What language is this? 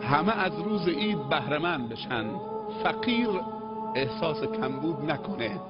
Tajik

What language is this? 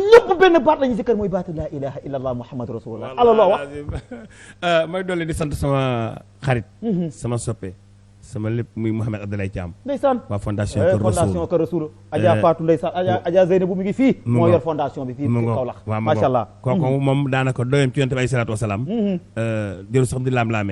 Wolof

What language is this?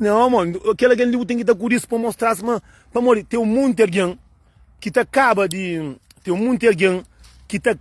Kabuverdianu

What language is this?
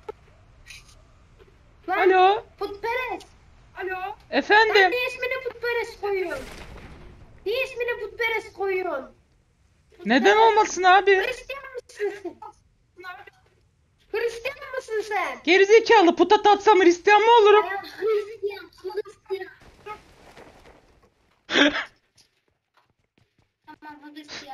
Turkish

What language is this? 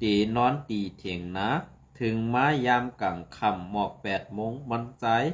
Shan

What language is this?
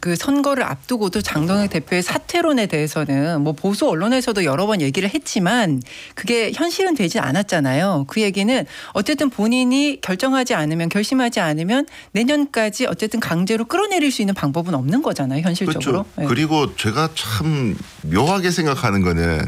Korean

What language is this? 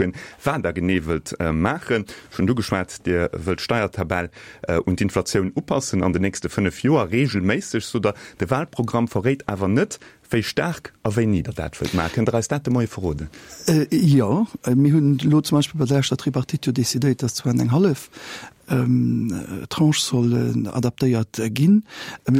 Luxembourgish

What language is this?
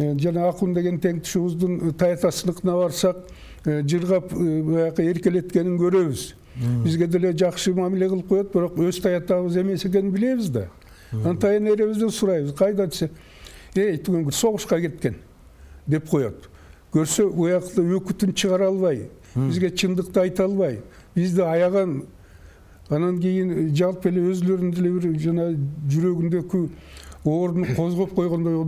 Kyrgyz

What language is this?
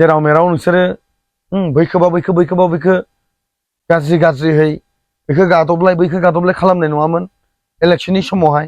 Bodo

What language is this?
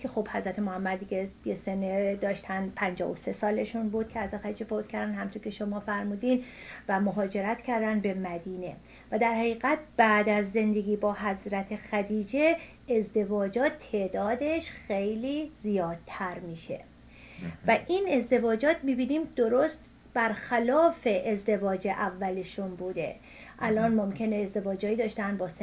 Persian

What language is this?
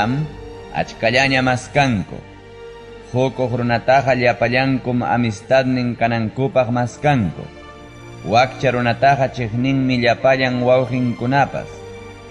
Ayacucho Quechua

